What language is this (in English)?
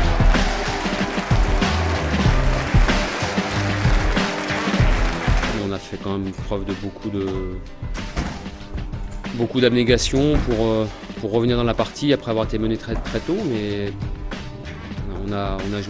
French